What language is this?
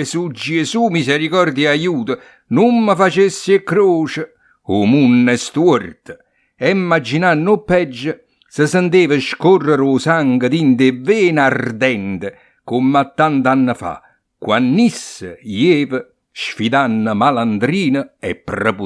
Neapolitan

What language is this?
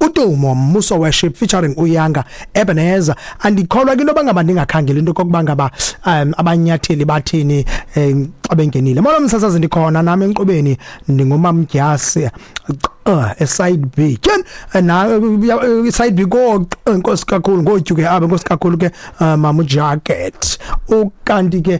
Xhosa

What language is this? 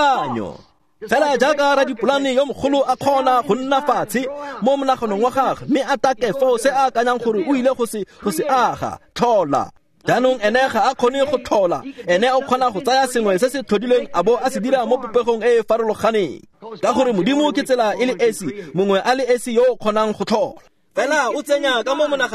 Tswana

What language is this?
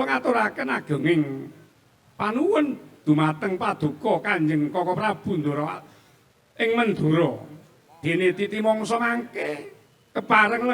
Javanese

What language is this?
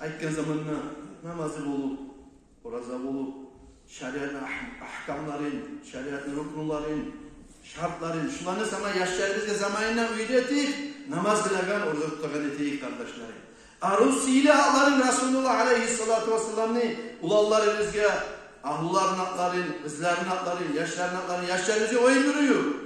Kumyk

